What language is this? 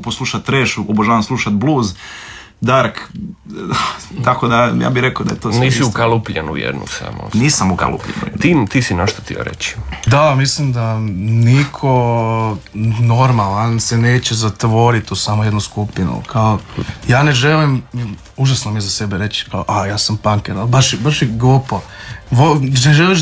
Croatian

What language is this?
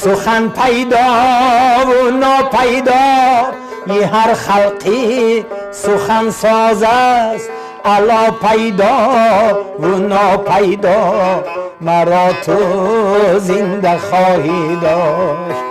Tajik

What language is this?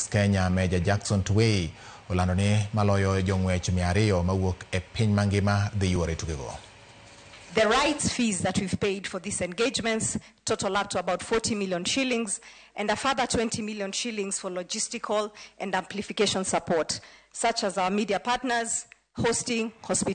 Luo (Kenya and Tanzania)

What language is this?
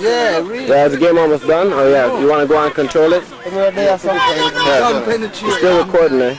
Jamaican Creole English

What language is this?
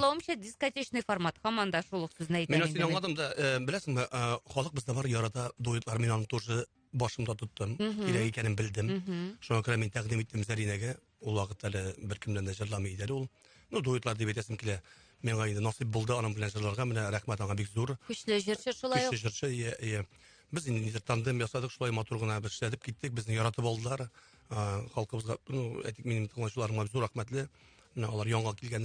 Tatar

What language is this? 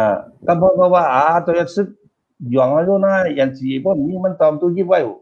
Shan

